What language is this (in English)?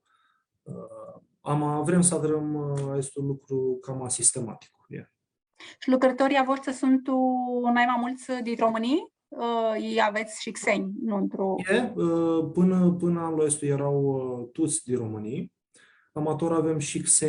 Aromanian